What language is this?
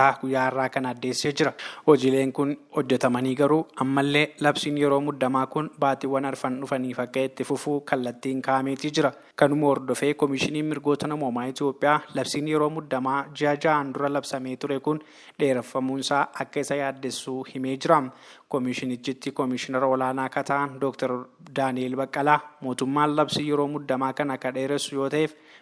Oromo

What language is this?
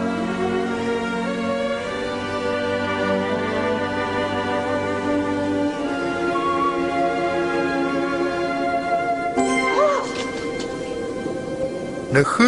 S'gaw Karen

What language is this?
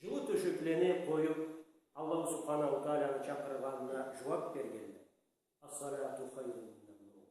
Karachay-Balkar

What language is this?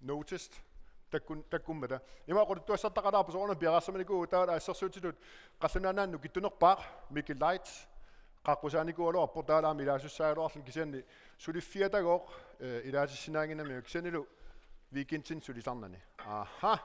Kalaallisut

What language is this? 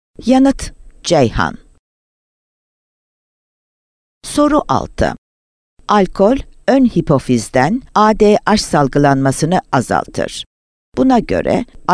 Turkish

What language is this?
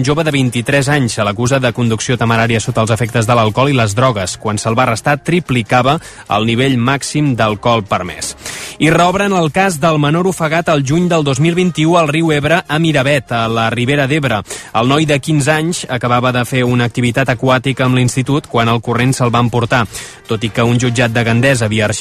Catalan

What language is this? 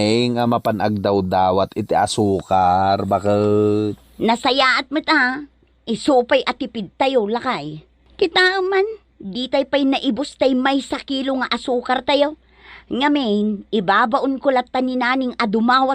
Iloko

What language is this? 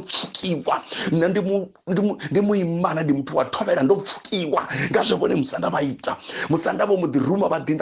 Venda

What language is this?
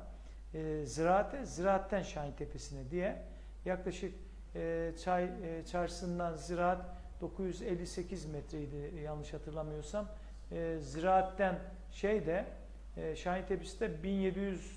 Turkish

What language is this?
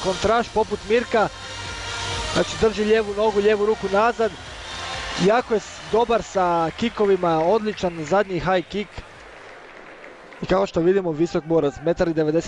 Croatian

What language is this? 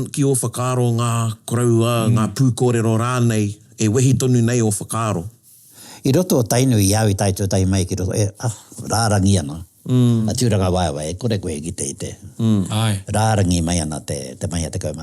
Māori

